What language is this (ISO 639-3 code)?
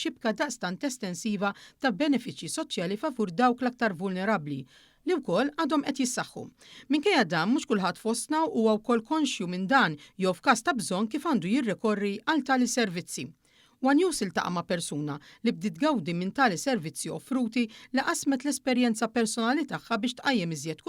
mlt